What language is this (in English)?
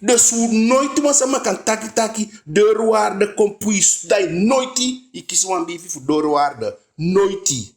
Eastern Maroon Creole